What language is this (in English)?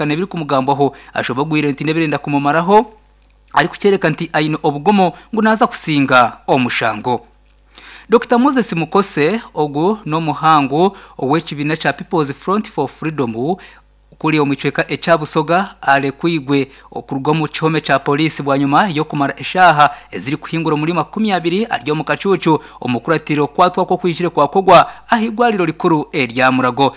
Nyankole